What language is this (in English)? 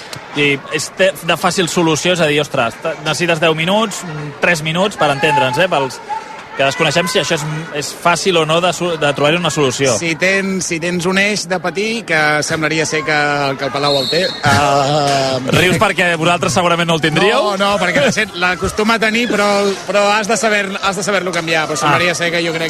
Catalan